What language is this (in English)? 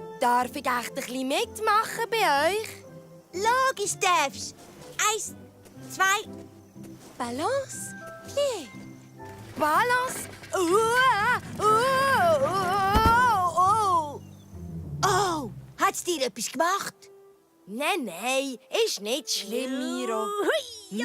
Swiss German